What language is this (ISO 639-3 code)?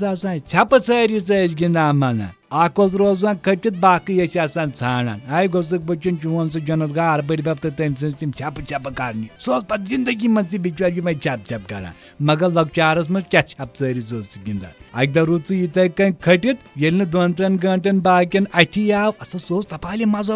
kas